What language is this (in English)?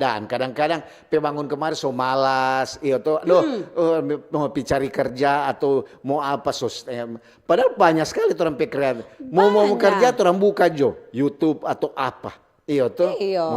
Manado Malay